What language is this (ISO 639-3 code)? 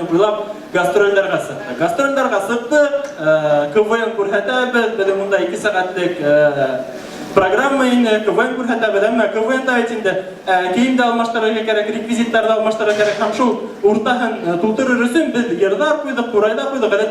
bak